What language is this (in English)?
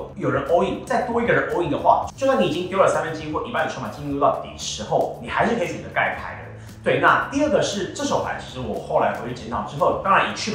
Chinese